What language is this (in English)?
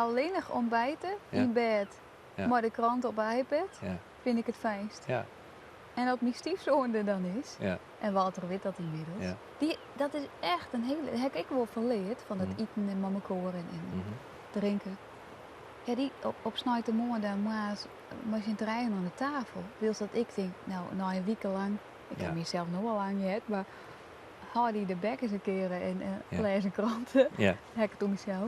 Western Frisian